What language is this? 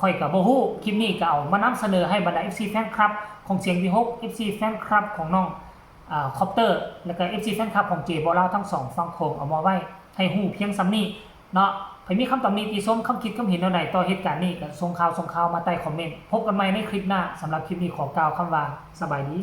Northeastern Thai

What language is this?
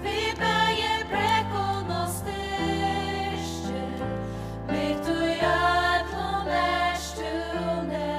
Faroese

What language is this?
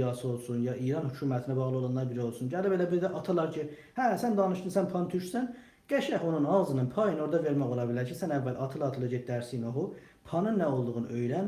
South Azerbaijani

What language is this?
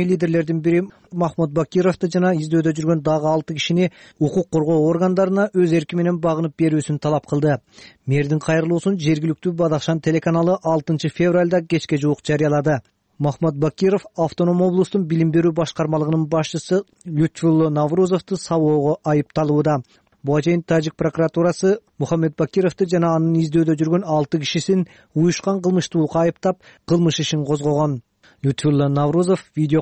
Kyrgyz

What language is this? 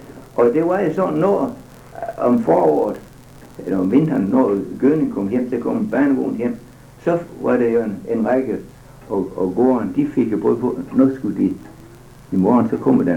Danish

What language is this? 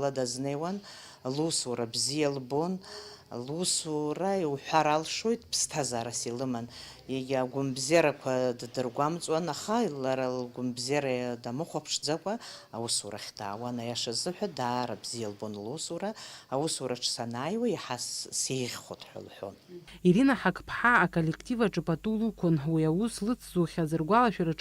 Abkhazian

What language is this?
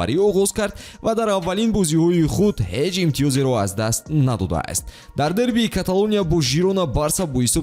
Tajik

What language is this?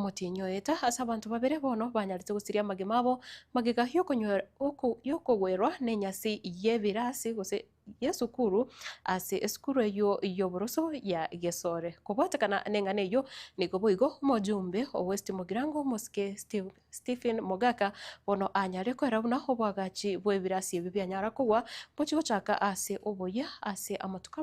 Gusii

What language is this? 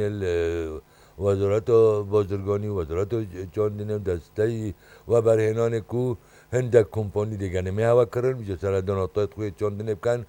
Kurdish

